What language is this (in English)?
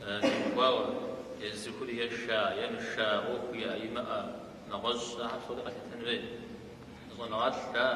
Kabardian